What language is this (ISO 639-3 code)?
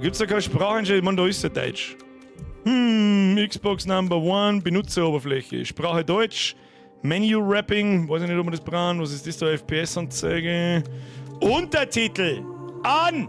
bar